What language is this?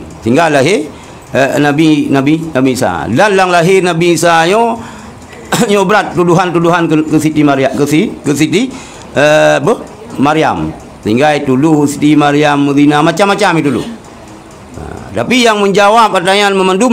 Achinese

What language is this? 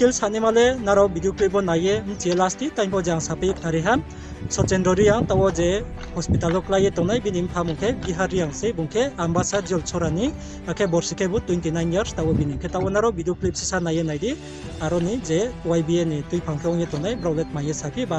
Riang (India)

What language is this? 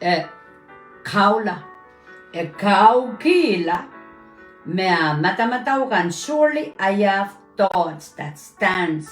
Pohnpeian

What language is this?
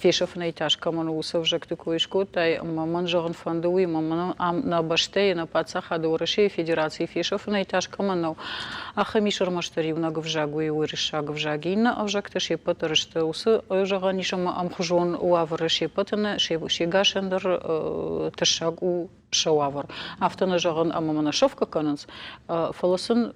Ossetic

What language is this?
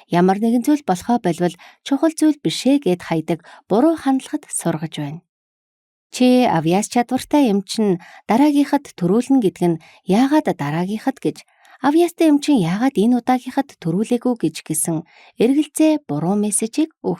Mongolian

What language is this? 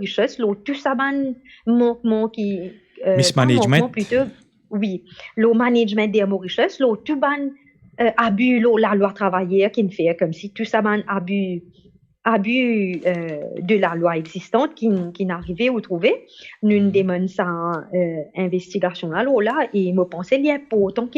Morisyen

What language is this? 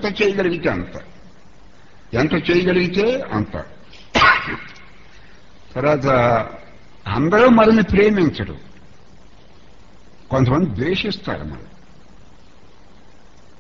Telugu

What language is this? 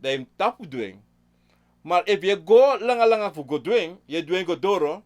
Sranan Tongo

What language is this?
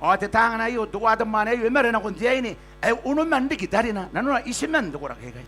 Gilbertese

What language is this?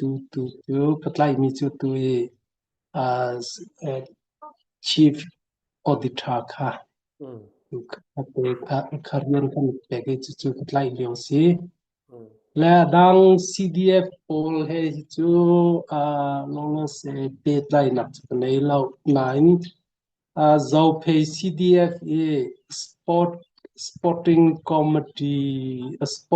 Hakha Chin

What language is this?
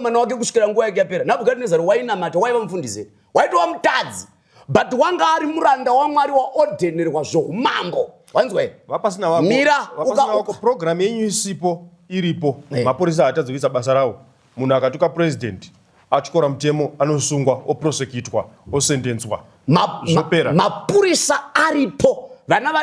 Shona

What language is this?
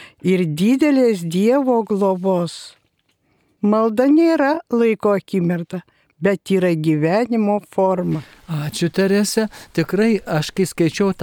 Lithuanian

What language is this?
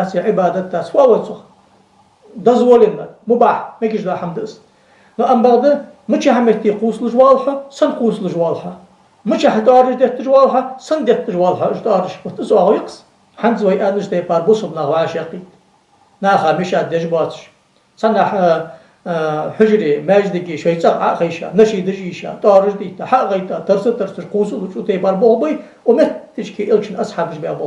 Ingush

